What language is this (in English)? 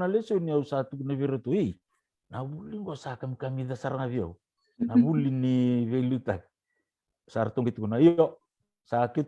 Fijian